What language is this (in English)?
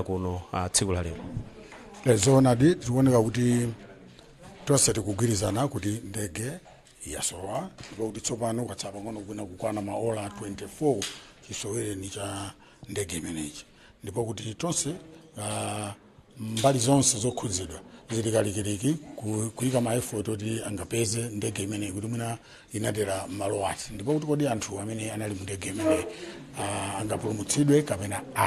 Nyanja